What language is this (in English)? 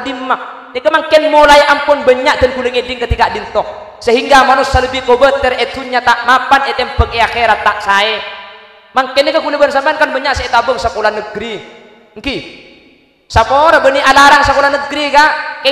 Madurese